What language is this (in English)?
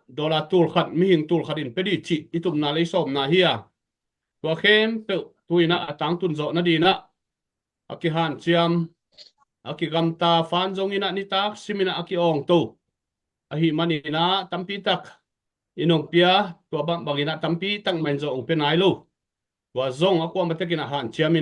Tedim Chin